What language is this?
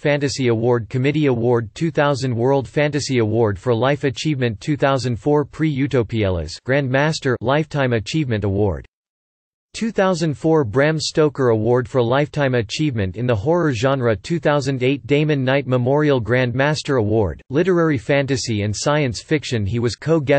English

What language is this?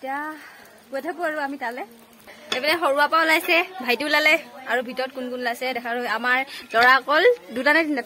Assamese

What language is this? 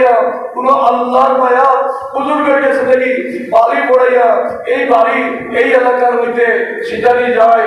Sylheti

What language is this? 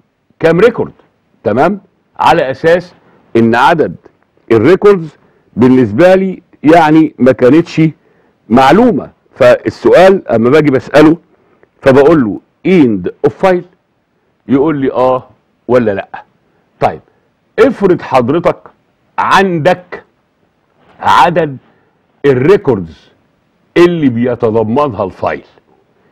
Egyptian Arabic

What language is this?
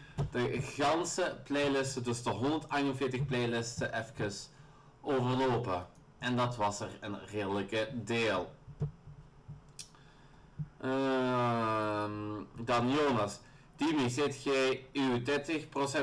Dutch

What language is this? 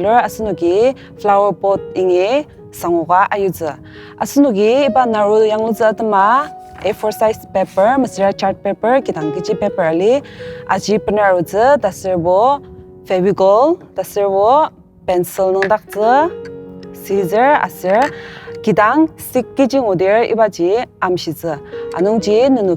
Ao Naga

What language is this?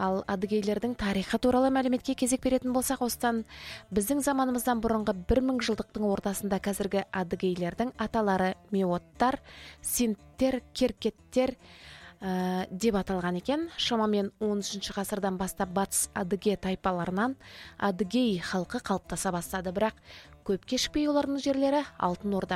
Kazakh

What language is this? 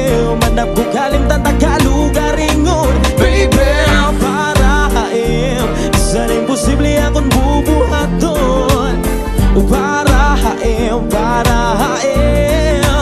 Waray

